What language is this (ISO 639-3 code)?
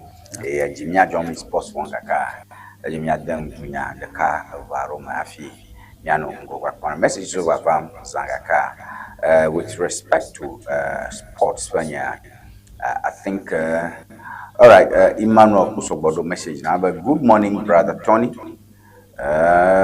ewe